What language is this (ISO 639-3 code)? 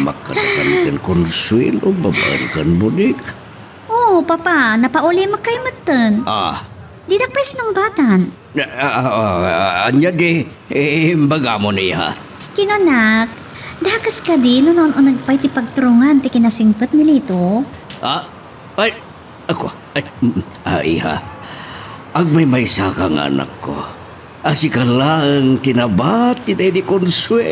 ilo